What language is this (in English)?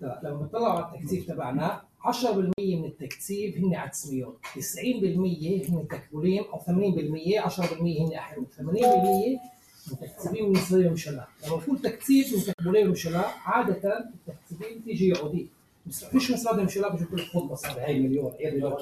North Levantine Arabic